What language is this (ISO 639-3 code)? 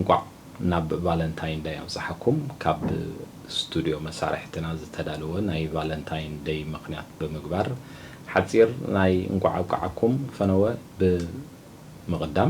tir